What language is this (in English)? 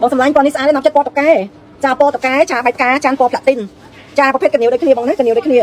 Khmer